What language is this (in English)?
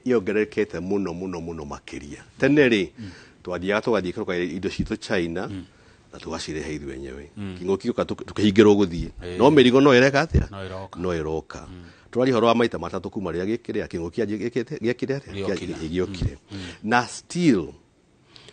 Kikuyu